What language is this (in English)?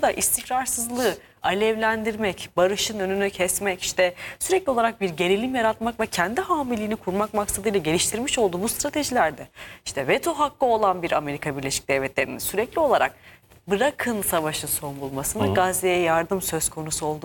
Turkish